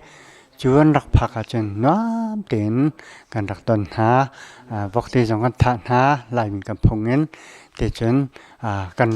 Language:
Hakha Chin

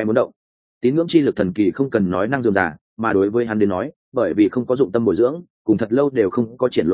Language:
Vietnamese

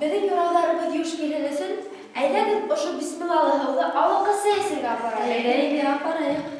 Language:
Bashkir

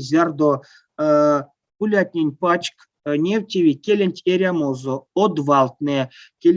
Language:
Erzya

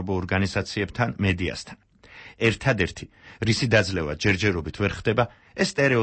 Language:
Georgian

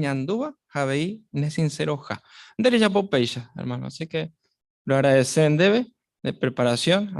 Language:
Guarani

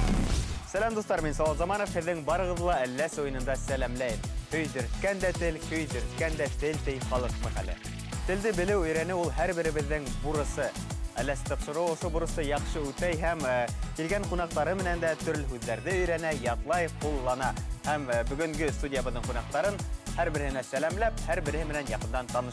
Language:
Bashkir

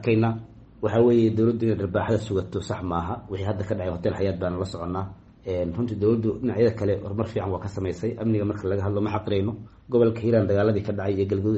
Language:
Somali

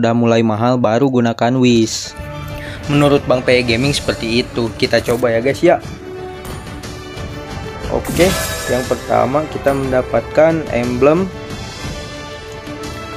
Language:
Indonesian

